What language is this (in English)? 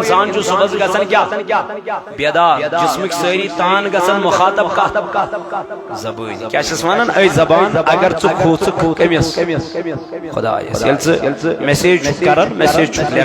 Kashmiri